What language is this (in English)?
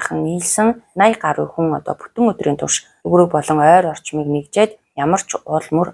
Mongolian